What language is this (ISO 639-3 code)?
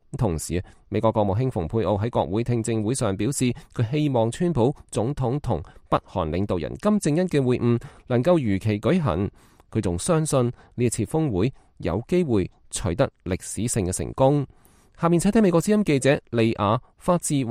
yue